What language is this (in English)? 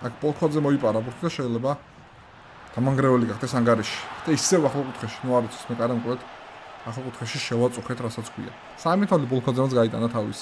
Georgian